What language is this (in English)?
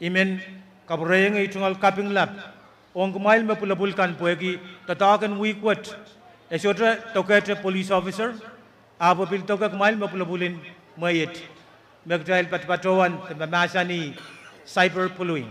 Pohnpeian